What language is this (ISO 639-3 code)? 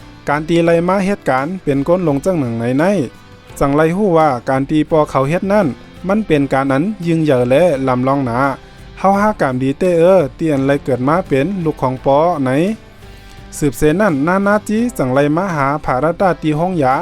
shn